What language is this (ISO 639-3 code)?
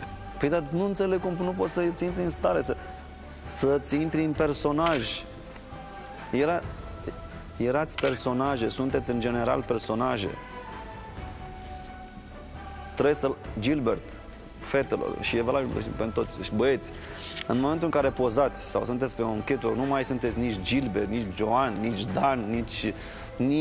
ron